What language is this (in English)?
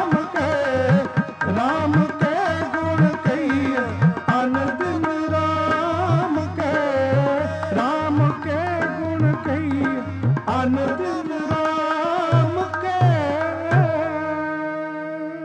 Punjabi